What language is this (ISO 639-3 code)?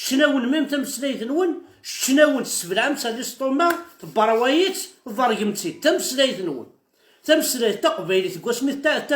kab